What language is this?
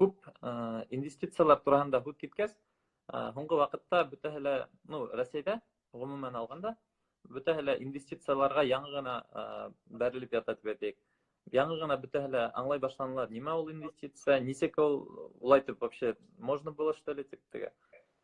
Bashkir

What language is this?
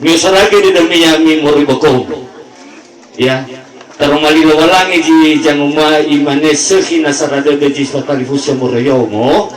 Nias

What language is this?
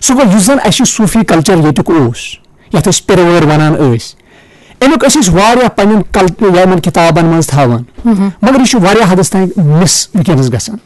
Kashmiri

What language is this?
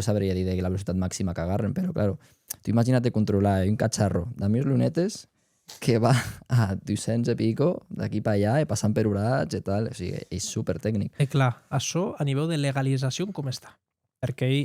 Occitan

